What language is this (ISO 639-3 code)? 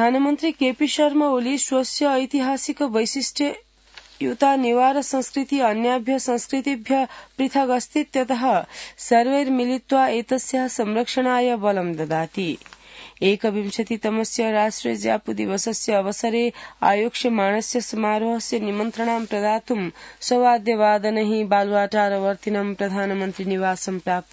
san